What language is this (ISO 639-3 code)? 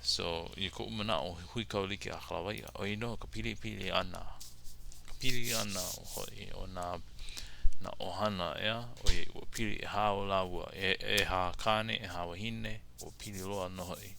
haw